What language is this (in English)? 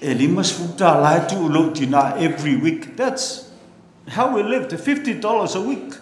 Samoan